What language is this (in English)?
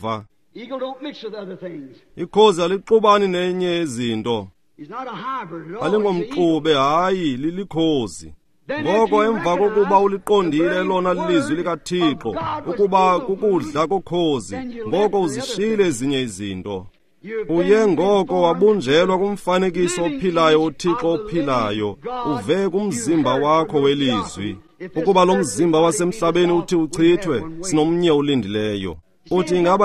Xhosa